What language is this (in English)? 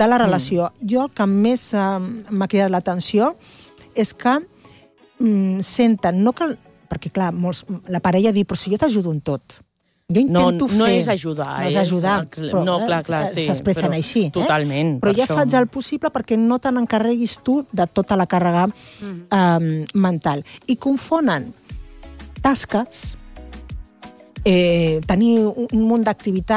Catalan